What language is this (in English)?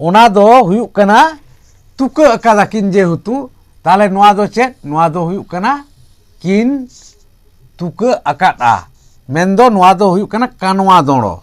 Santali